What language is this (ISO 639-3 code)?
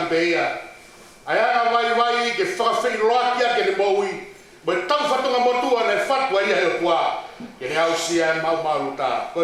ton